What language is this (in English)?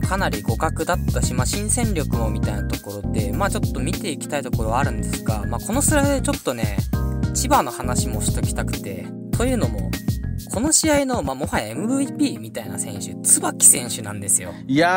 Japanese